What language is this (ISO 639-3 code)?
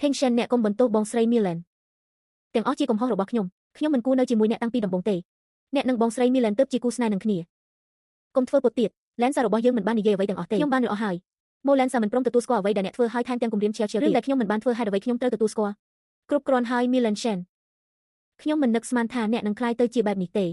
khm